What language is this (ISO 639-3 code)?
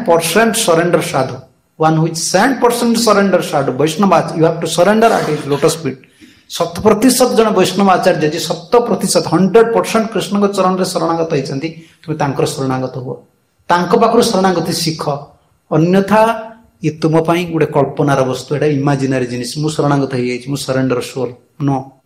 ori